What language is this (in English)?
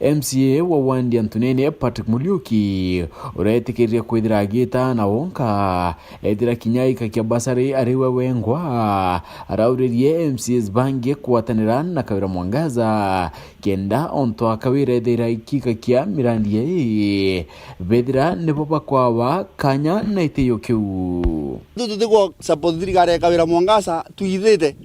Meru